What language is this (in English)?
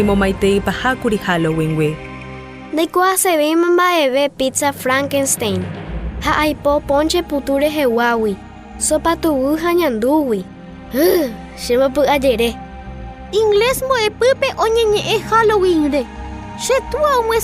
Guarani